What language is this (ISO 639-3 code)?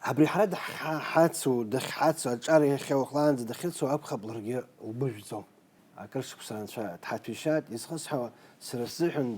abk